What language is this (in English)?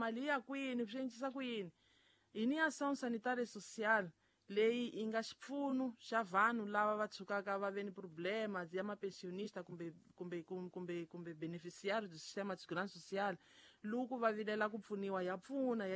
Tsonga